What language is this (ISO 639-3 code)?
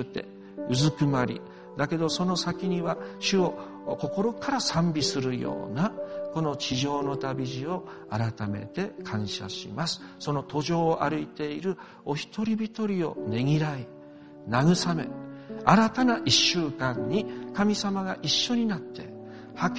jpn